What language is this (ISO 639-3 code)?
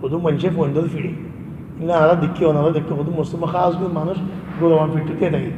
rhg